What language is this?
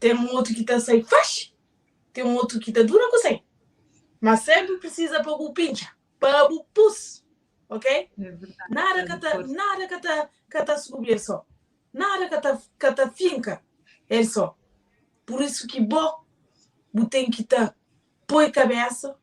Kabuverdianu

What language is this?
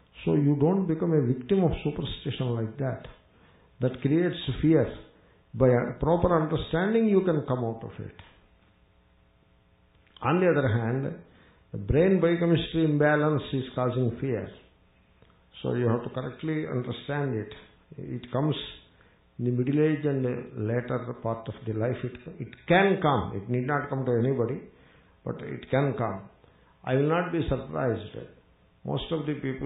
English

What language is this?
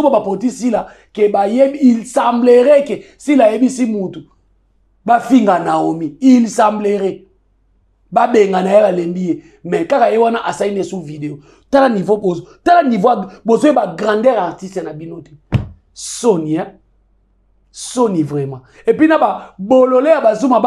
Lingala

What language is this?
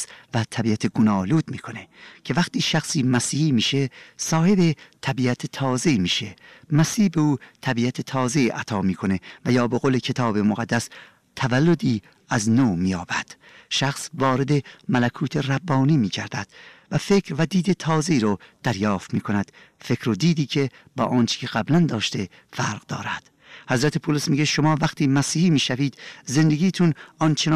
Persian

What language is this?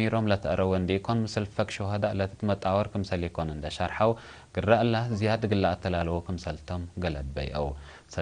Tigre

